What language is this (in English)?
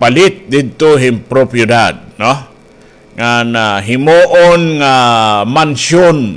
Waray